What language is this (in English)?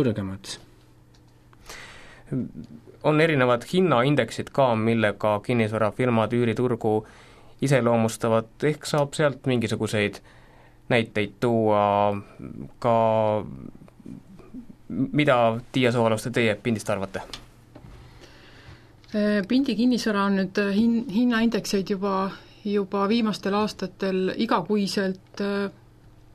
Estonian